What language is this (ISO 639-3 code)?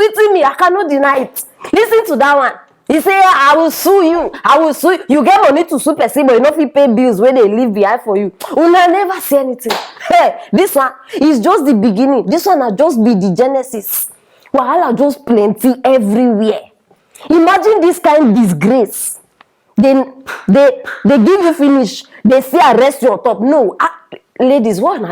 pcm